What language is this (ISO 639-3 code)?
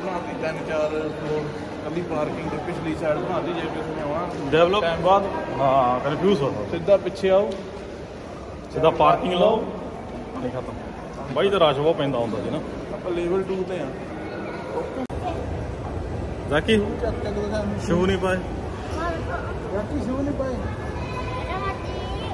pan